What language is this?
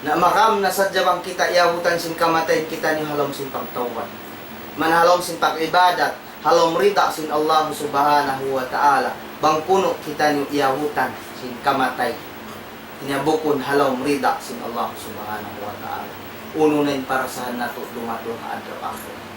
Tausug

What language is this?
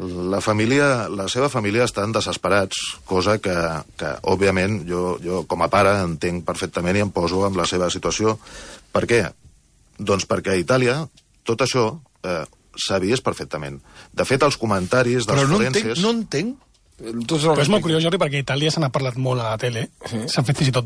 Catalan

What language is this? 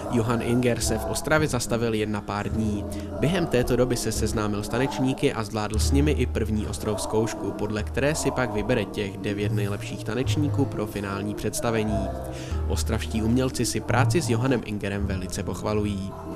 Czech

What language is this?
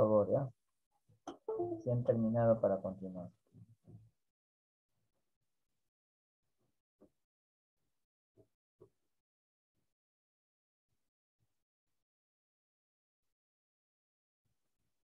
Spanish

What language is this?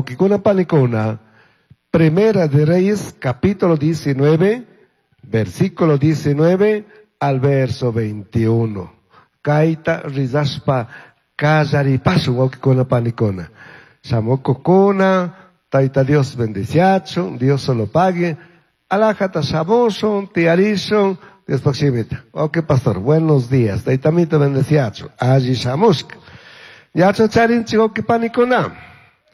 Chimborazo Highland Quichua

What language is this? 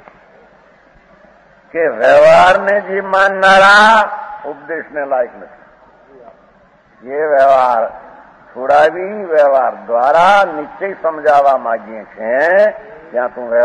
Gujarati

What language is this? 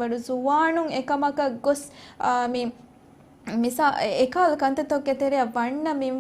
Divehi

